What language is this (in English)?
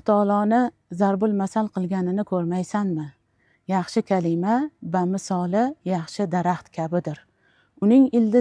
Uzbek